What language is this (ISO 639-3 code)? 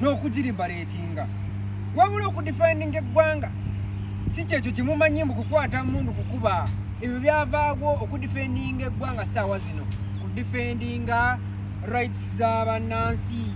lug